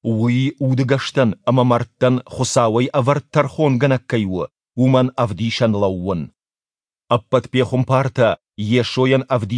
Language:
Ossetic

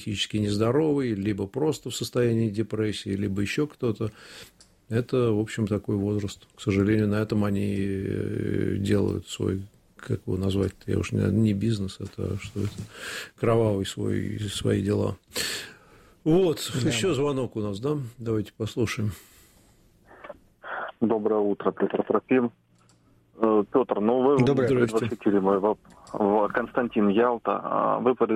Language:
Russian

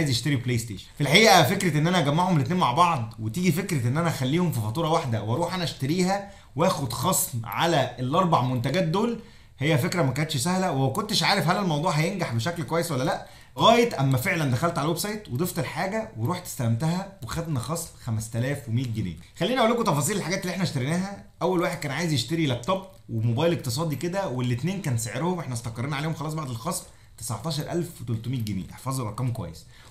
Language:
Egyptian Arabic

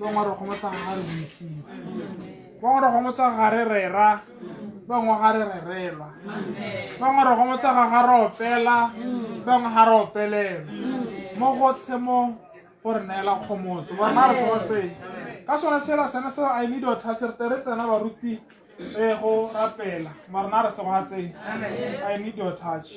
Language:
Tswana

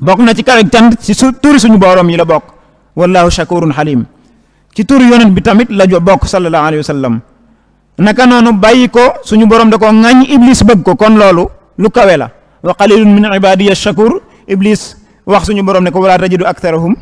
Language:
Wolof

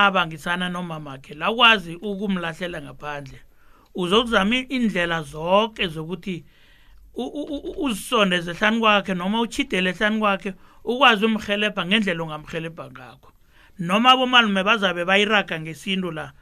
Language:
South Ndebele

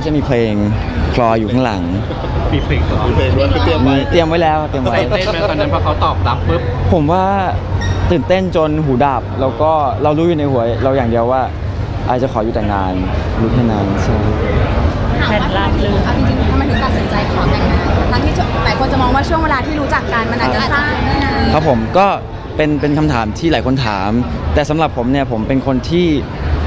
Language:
Thai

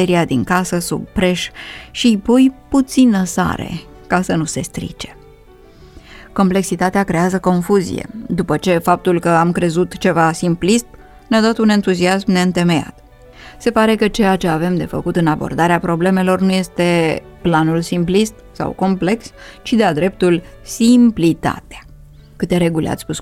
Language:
Romanian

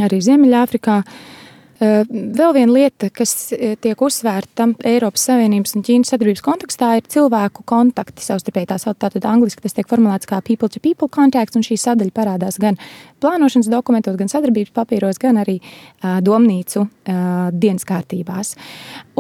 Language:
Latvian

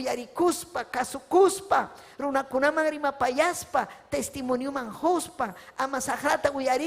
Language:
Ayacucho Quechua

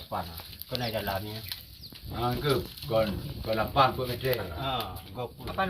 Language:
Achinese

